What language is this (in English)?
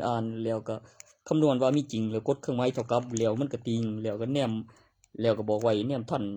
Northeastern Thai